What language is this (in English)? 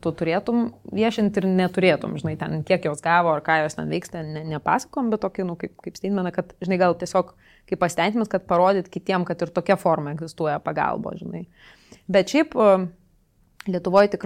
Lithuanian